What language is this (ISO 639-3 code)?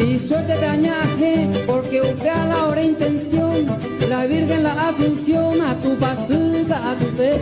grn